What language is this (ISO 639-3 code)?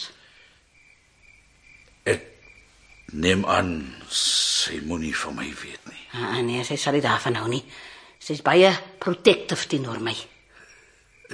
afr